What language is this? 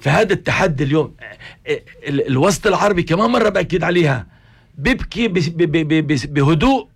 North Levantine Arabic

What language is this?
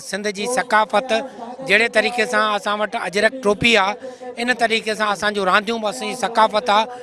Sindhi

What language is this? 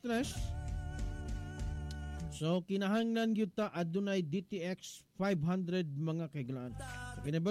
Cebuano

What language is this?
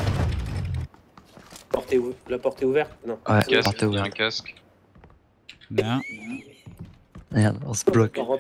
French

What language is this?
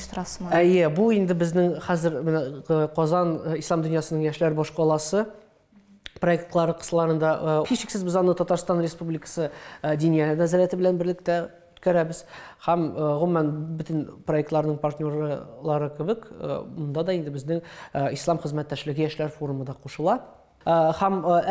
Tatar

